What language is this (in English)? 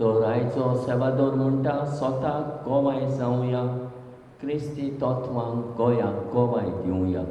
Konkani